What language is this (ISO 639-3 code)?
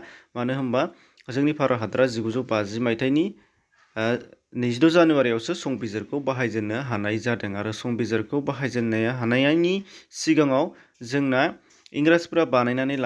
brx